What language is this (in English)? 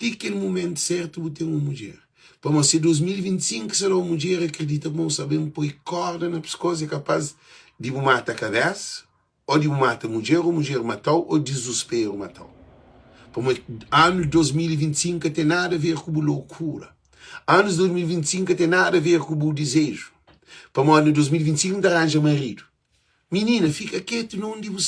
Kabuverdianu